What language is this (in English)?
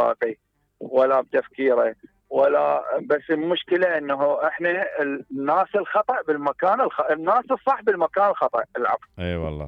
Mesopotamian Arabic